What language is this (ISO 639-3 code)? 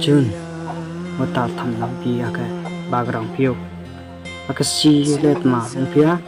ria